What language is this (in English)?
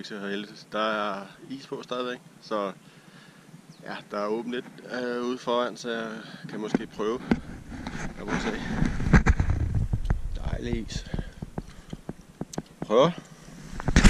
Danish